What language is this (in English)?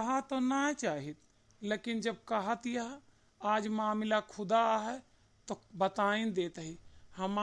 Awadhi